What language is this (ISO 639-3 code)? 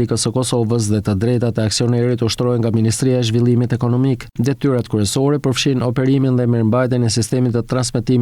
sqi